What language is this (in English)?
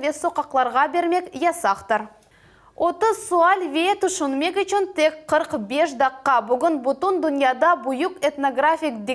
Crimean Tatar